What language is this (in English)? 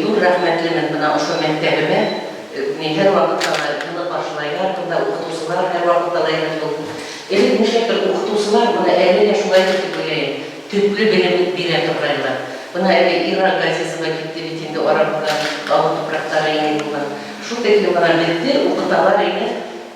Bashkir